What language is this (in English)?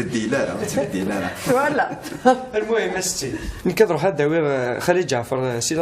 Kabyle